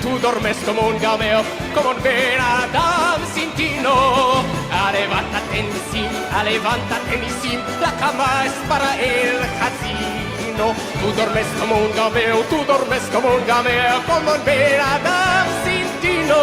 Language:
Ladino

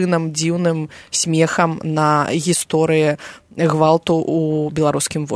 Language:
Belarusian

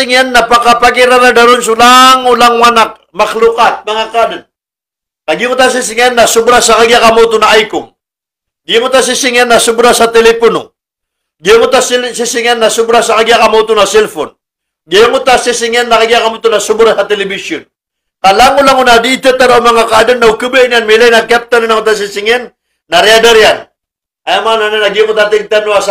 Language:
Maranao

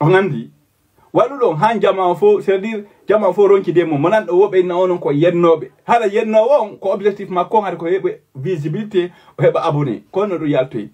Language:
Fula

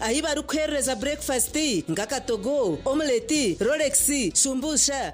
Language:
Nyankole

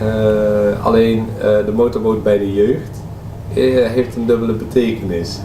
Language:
Limburgish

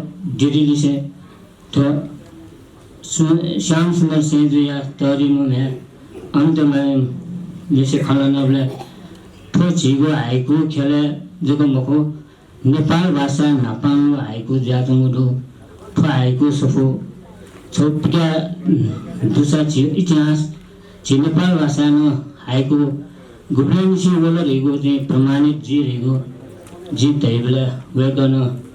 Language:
Newari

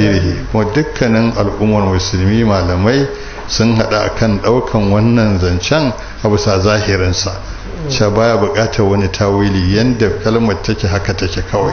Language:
Hausa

